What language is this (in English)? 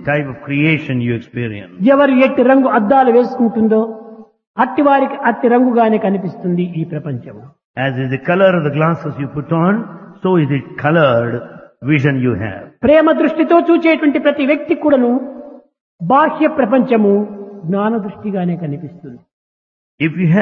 Telugu